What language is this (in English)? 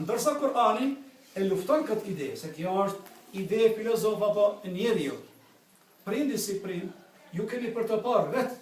Albanian